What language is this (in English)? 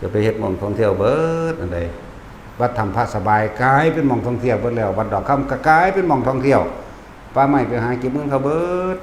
Northeastern Thai